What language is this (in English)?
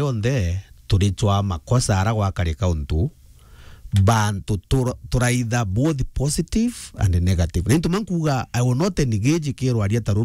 Meru